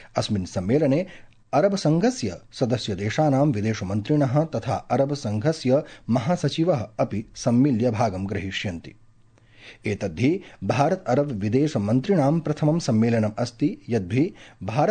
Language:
Sanskrit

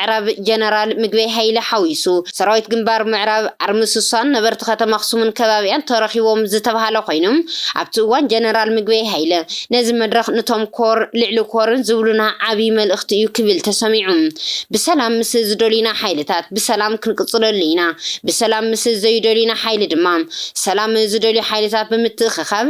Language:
Tigrinya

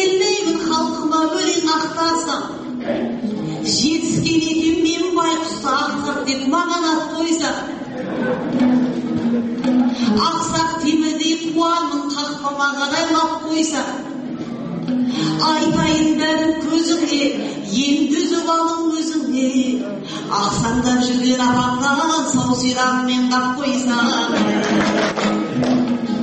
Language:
Kazakh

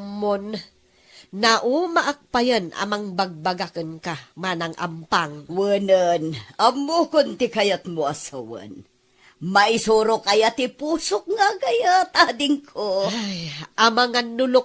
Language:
Iloko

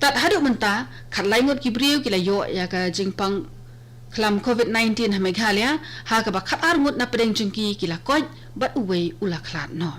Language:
Khasi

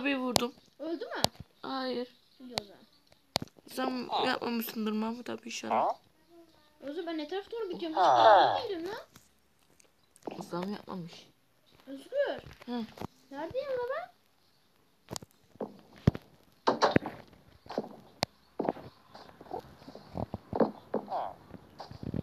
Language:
Turkish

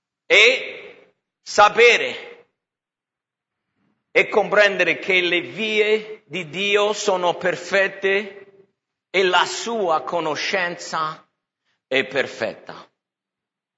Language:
Italian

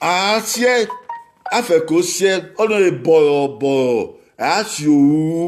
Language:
Bini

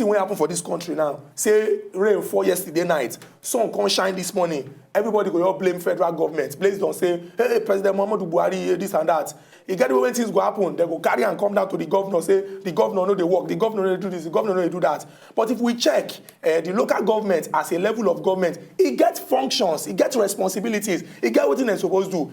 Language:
Nigerian Pidgin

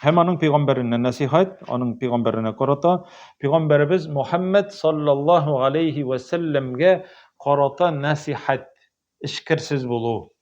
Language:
Tatar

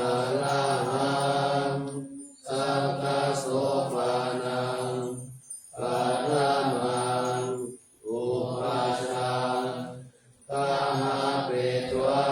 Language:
Pali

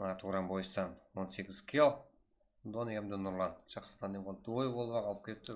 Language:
Kara-Kalpak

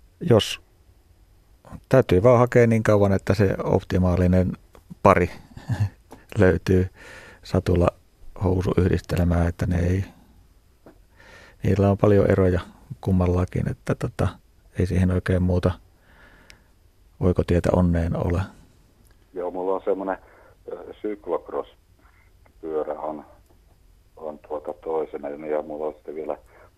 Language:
Finnish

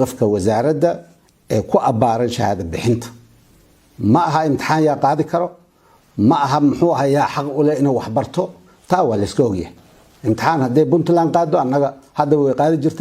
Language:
Somali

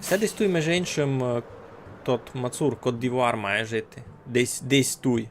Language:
Rusyn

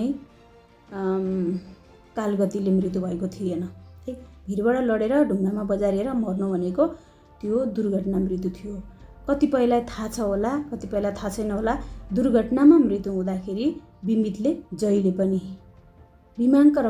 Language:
Nepali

